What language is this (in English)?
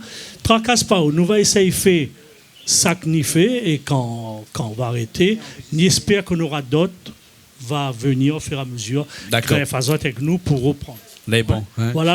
Réunion Creole French